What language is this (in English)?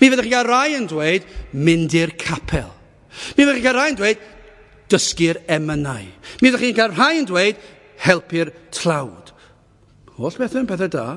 Welsh